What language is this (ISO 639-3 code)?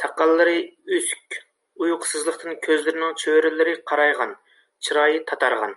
uig